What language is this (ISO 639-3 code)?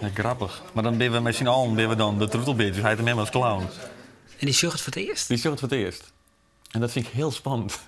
fry